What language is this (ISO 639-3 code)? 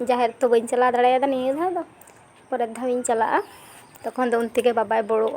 sat